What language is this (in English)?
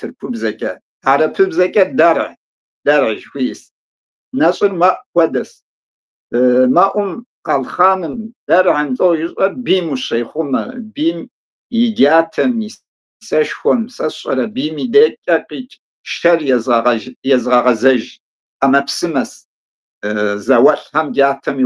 Kabardian